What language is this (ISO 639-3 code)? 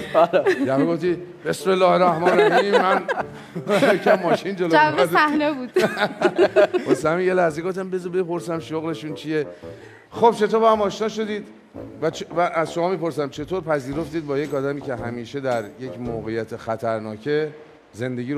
fas